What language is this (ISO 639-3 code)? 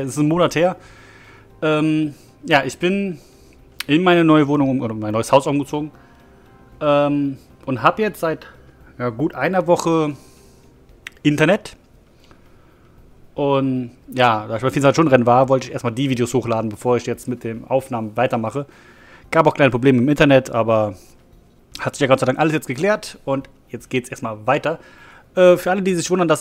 deu